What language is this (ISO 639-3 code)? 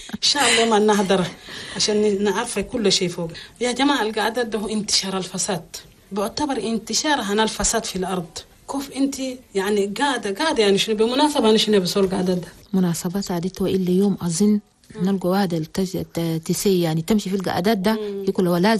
shu